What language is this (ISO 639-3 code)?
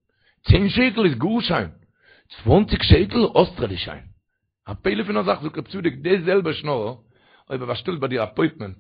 yid